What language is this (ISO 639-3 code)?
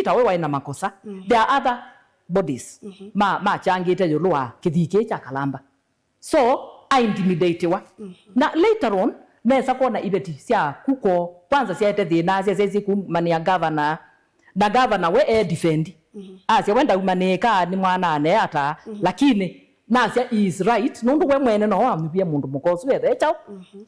kam